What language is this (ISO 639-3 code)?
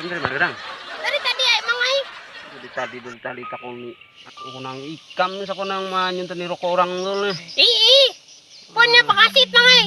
bjn